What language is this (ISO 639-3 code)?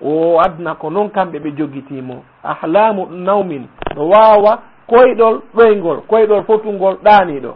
ful